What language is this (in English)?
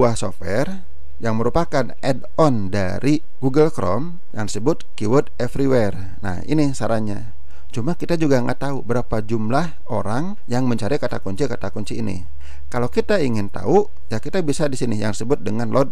Indonesian